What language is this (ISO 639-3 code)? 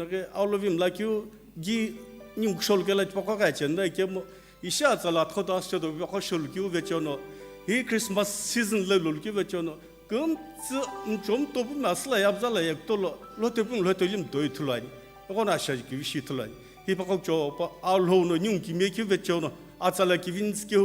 nsm